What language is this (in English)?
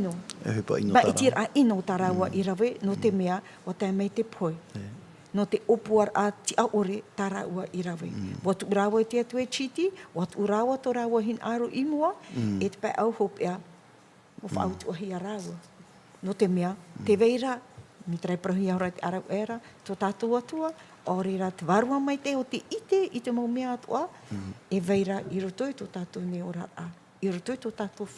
Tahitian